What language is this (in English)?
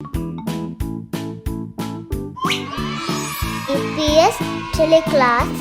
Divehi